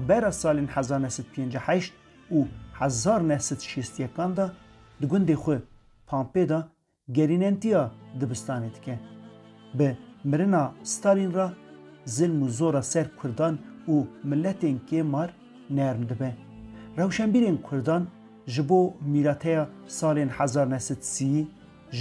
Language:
Kurdish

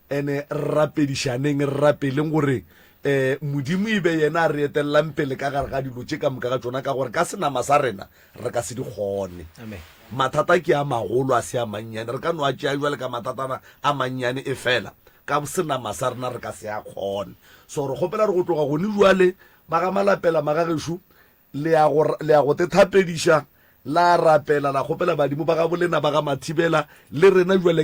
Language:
Northern Sotho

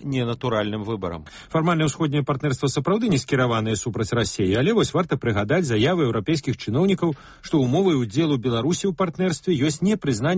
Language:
Belarusian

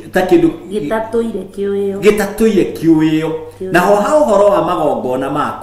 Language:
Kikuyu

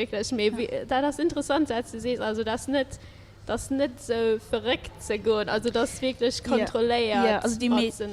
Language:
Luxembourgish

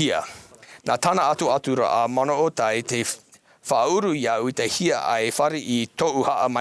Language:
Tahitian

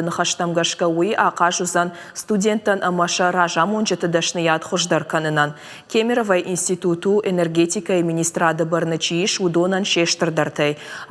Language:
Ossetic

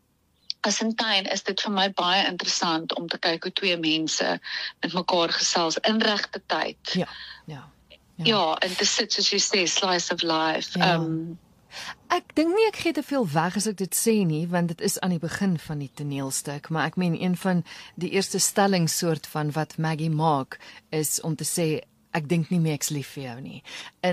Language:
Afrikaans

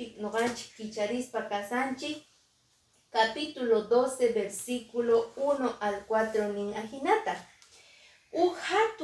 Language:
Quechua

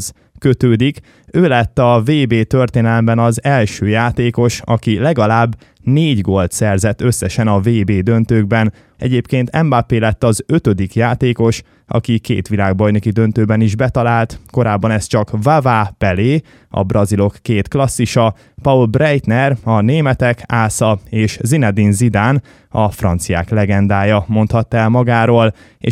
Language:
Hungarian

